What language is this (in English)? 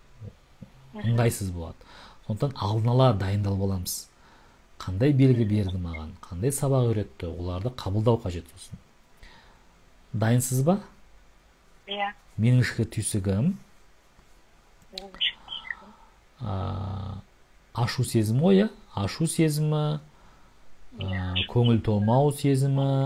Kazakh